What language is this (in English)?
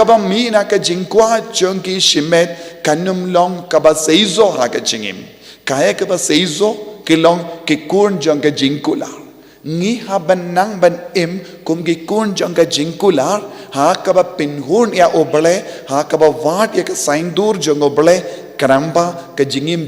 Khasi